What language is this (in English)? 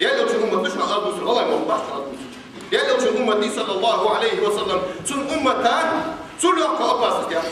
Ingush